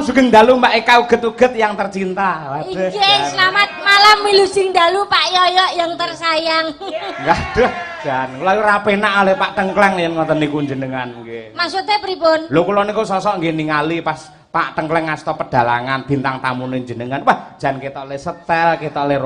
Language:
Javanese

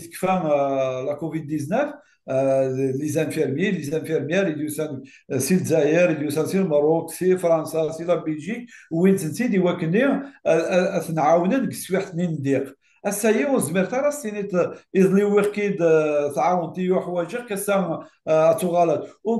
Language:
Kabyle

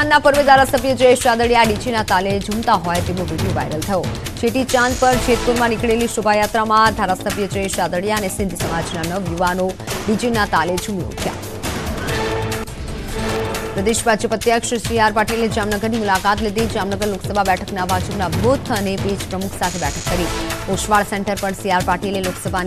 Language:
Gujarati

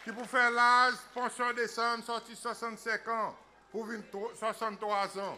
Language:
Seselwa Creole French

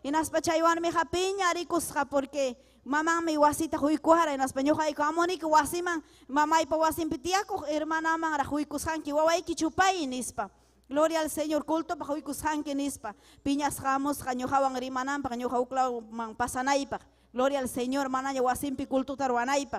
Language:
Ayacucho Quechua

